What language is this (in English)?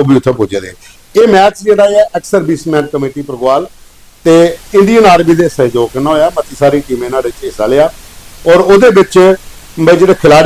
Dogri